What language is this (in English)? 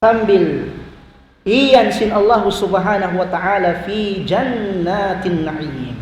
Tausug